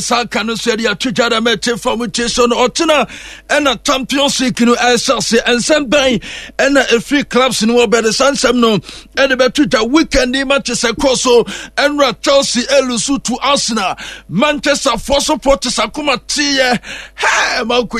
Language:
Akan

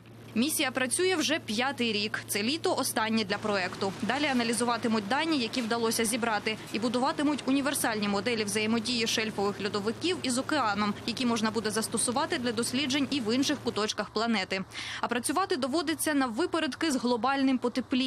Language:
Ukrainian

